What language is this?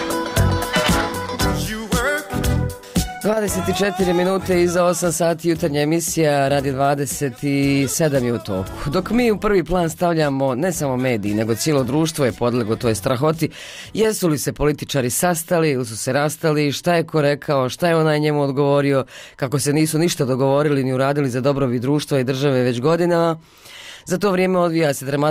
Bosnian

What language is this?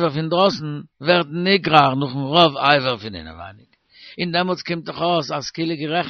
Yiddish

